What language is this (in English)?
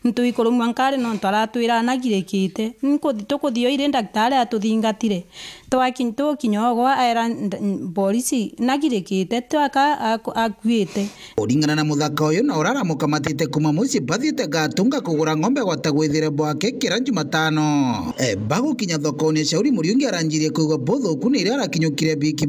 Meru